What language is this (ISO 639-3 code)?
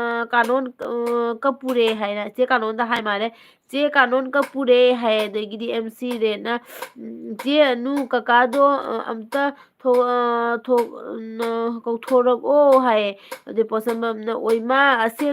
mni